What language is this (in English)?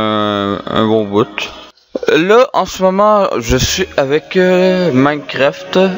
French